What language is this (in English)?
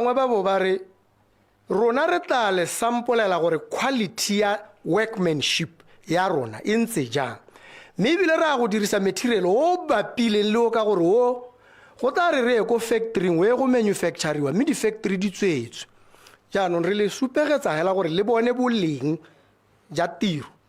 Tswana